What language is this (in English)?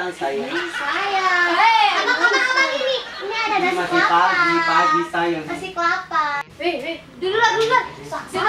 Ambonese Malay